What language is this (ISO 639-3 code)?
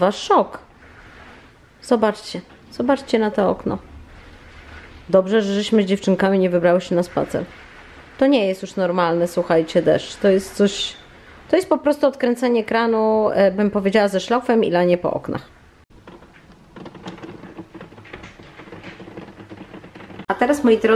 pol